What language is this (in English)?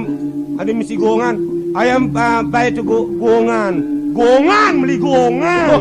Balinese